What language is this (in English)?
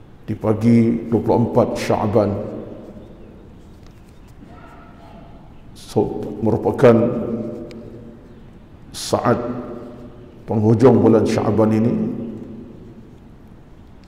Malay